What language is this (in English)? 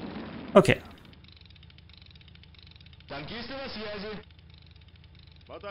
German